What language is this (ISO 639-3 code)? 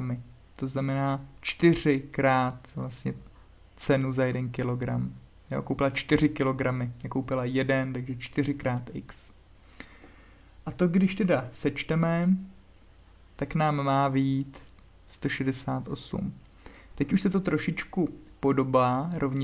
ces